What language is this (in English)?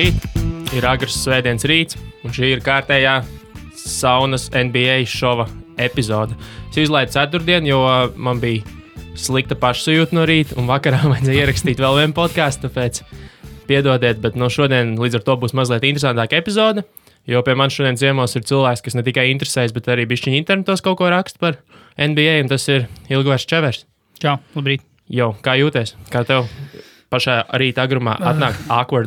Latvian